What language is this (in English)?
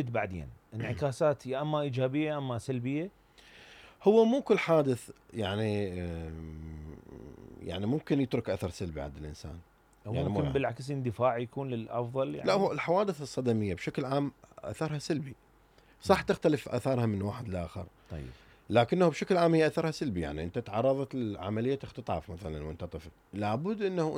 Mesopotamian Arabic